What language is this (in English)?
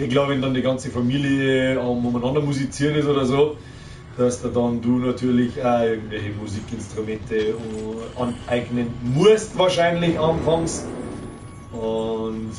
Bavarian